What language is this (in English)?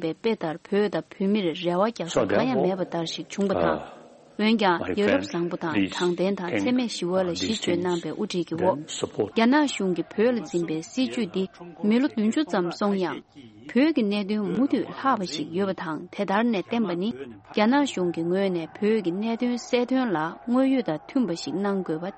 Tibetan